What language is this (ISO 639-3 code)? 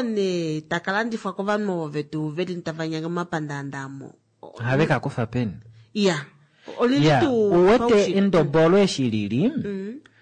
kua